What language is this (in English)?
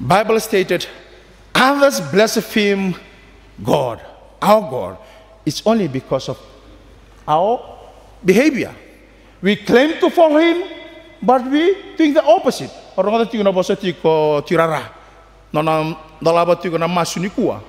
Fijian